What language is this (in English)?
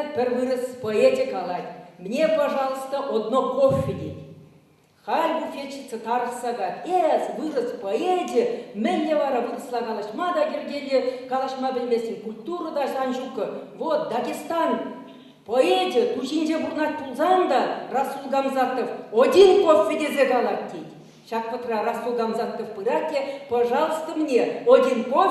Chuvash